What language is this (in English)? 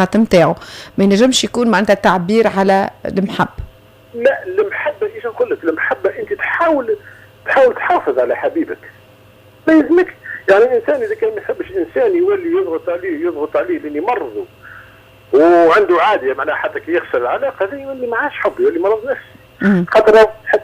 Tunisian Arabic